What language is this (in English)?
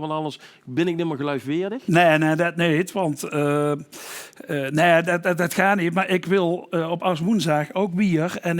Limburgish